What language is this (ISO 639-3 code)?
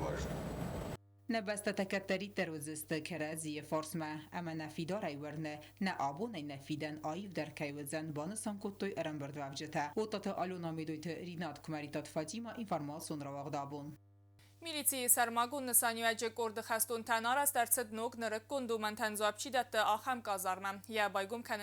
oss